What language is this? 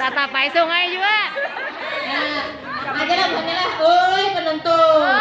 Banjar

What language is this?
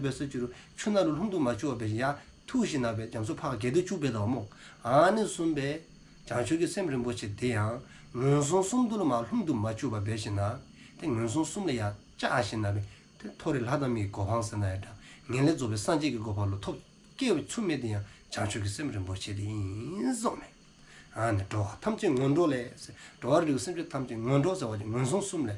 Dzongkha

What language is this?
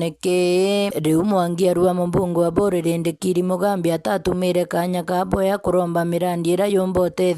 Meru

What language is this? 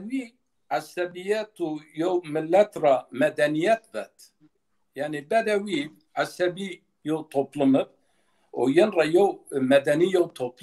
Zaza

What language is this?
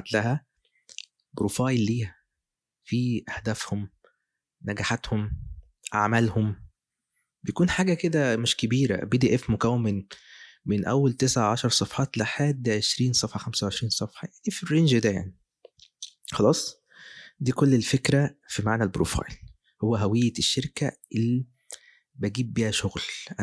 Egyptian Arabic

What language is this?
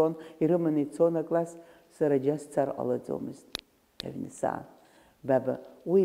Abkhazian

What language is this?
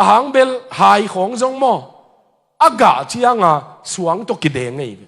Tedim Chin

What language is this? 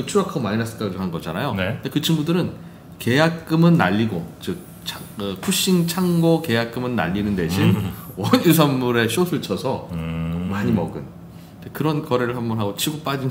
Korean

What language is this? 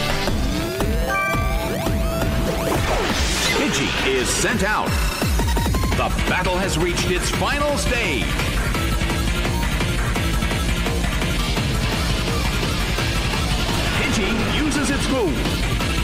English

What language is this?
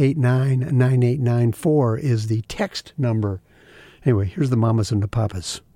English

